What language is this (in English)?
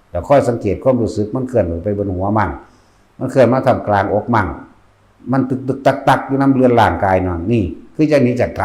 Northeastern Thai